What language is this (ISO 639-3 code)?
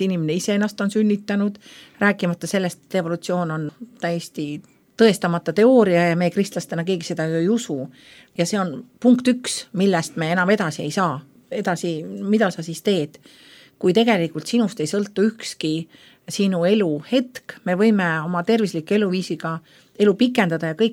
est